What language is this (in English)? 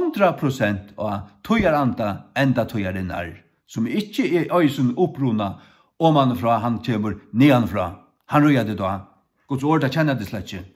Faroese